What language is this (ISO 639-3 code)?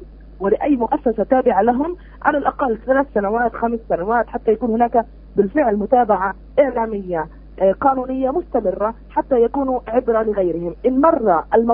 ara